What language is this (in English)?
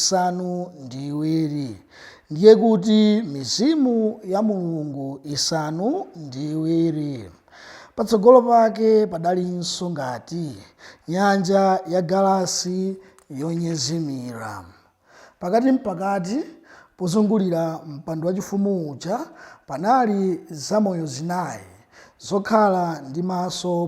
Nyanja